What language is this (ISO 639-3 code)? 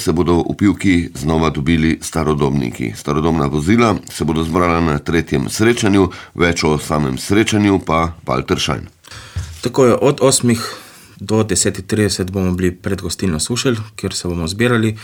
slv